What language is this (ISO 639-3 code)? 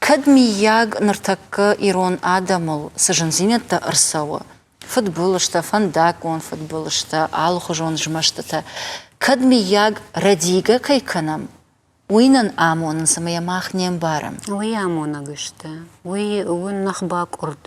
oss